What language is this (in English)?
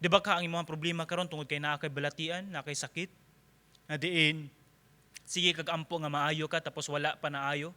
Cebuano